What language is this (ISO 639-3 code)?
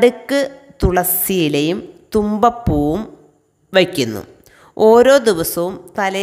mal